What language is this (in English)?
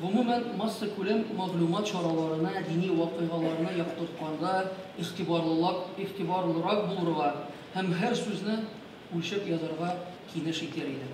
Tatar